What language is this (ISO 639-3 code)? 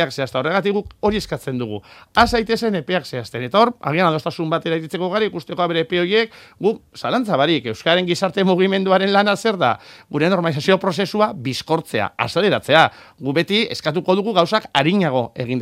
eus